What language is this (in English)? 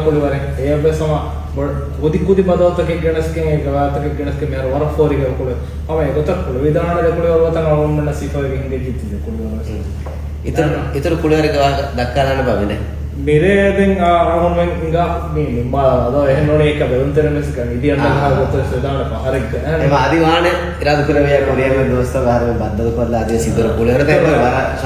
Divehi